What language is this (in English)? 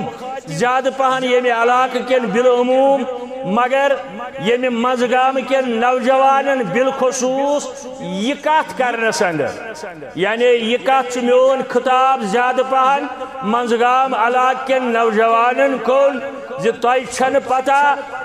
Kashmiri